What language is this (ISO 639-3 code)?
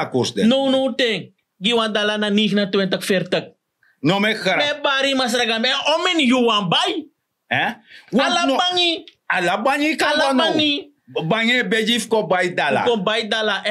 srn